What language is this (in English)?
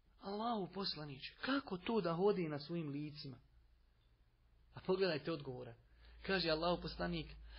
Bosnian